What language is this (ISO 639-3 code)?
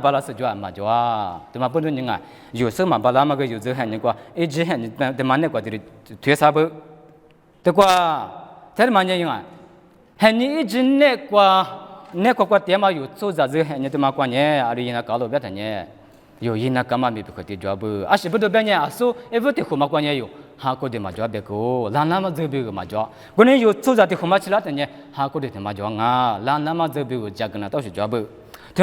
lis